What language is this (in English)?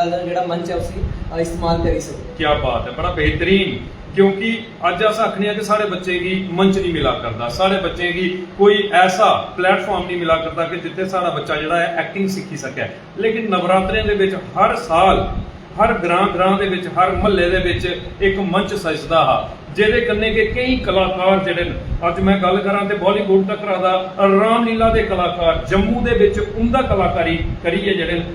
Dogri